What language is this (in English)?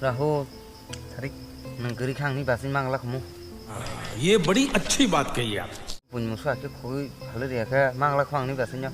Kok Borok